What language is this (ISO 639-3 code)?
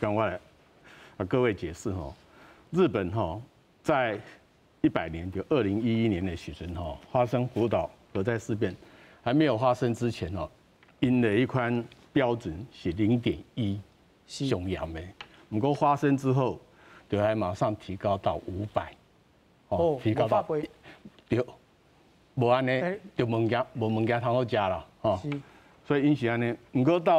nan